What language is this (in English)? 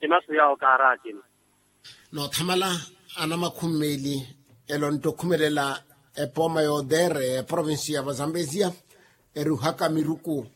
Makhuwa